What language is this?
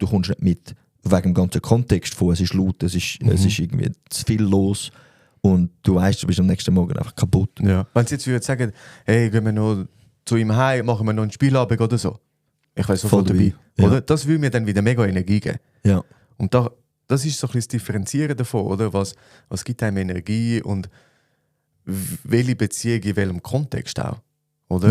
Swiss German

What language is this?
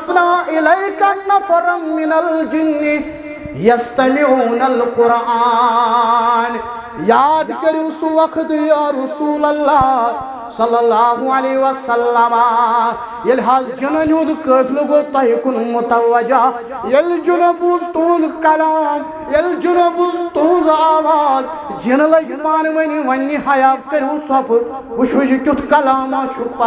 Kashmiri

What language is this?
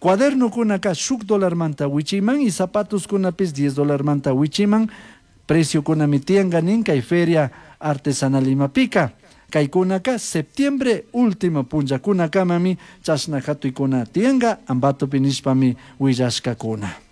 Chimborazo Highland Quichua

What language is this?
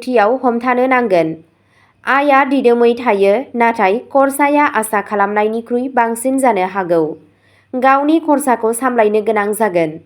Bodo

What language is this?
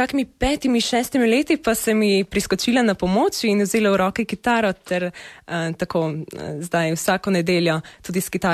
Slovenian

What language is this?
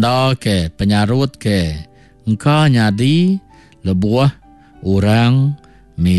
Iban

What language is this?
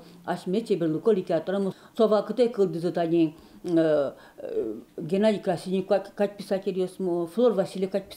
Udmurt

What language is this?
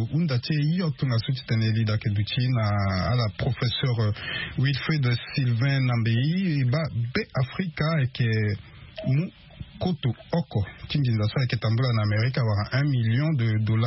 Sango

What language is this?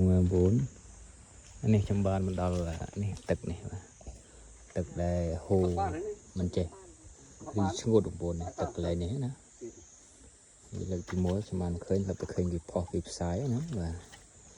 Khmer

